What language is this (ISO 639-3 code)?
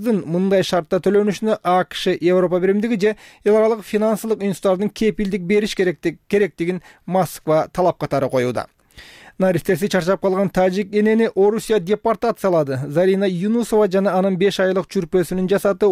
kir